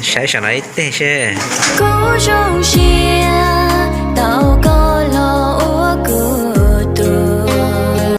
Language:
Hmong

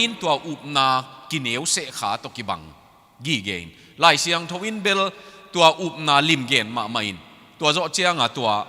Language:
Tedim Chin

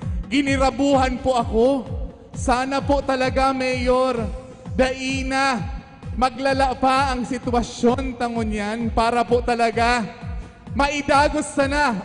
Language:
Bikol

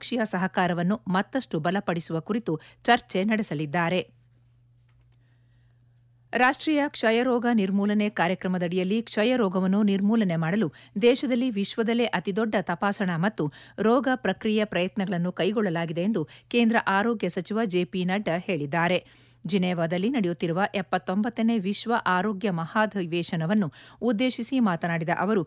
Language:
Kannada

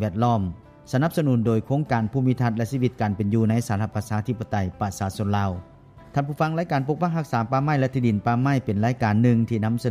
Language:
Lao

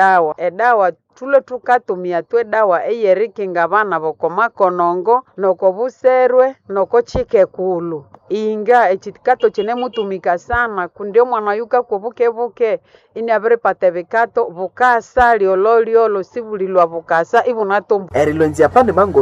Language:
Nande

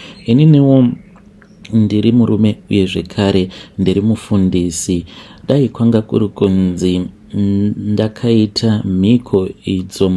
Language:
Shona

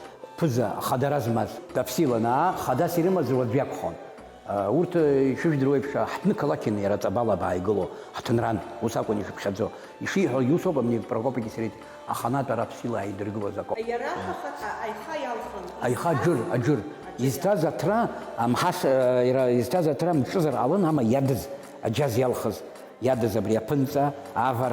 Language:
Abkhazian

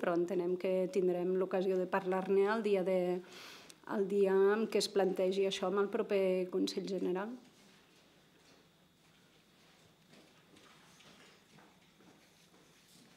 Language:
Catalan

